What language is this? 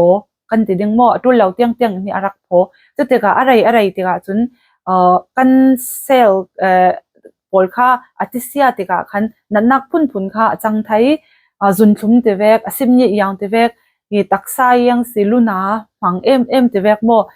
Falam Chin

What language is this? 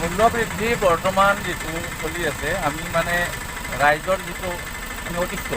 Assamese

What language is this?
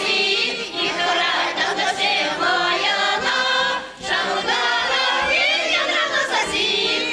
Chuvash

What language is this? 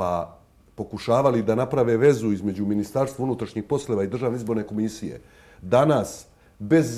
Croatian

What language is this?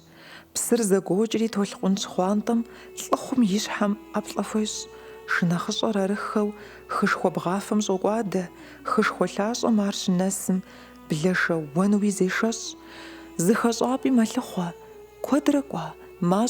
Kabardian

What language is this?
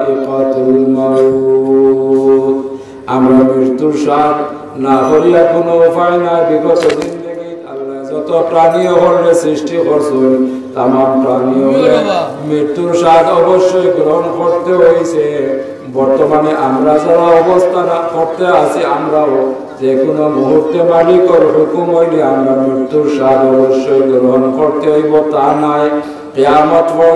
Sylheti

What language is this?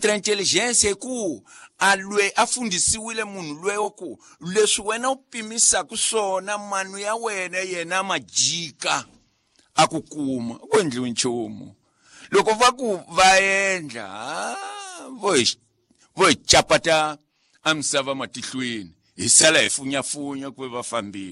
Tsonga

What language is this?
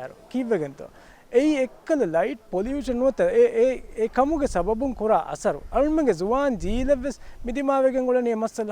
Divehi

